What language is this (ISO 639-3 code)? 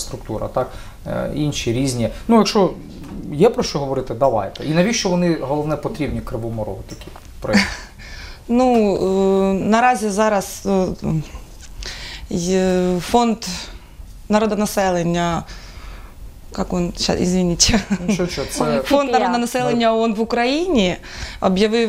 ukr